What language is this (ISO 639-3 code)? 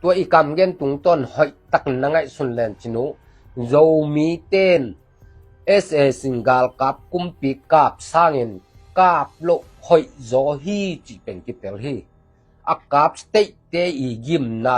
ctd